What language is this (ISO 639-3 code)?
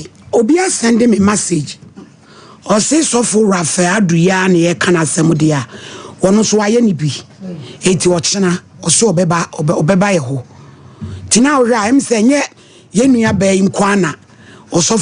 aka